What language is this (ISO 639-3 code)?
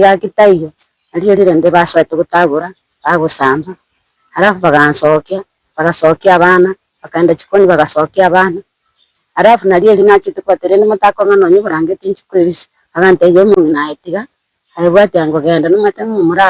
guz